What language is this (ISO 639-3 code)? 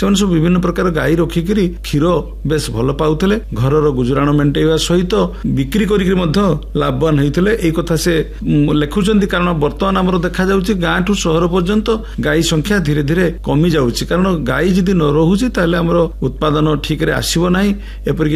ori